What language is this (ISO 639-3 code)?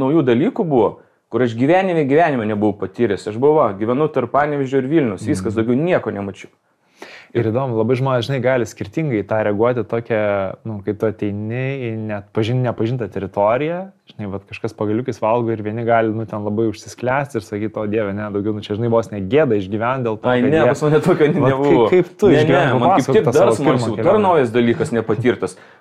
lit